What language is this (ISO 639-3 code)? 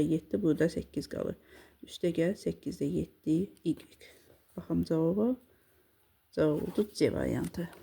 aze